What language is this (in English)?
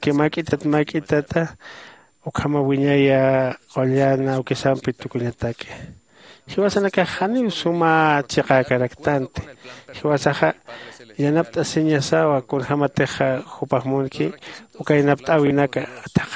Aymara